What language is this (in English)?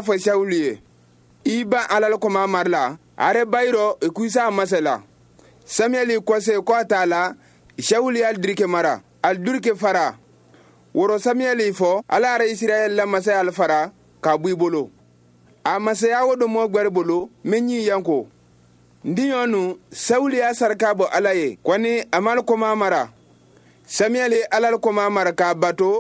Bambara